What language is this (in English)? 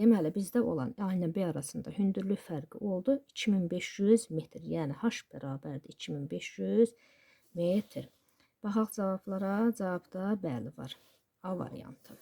Azerbaijani